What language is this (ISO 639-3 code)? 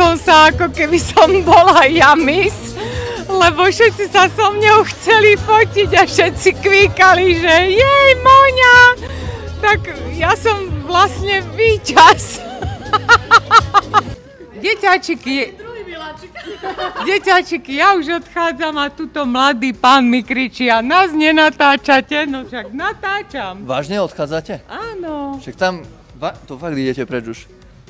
slk